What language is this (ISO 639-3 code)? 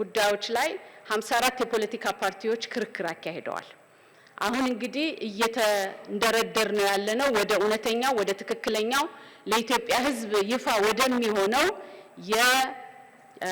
amh